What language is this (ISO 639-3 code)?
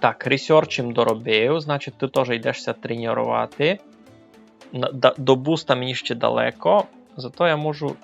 rue